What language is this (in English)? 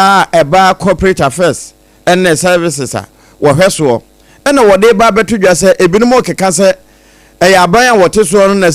Akan